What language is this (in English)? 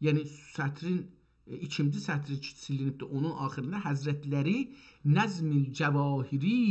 South Azerbaijani